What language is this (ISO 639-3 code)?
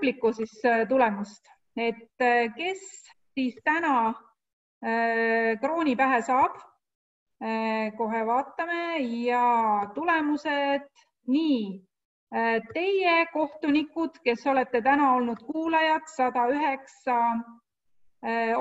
est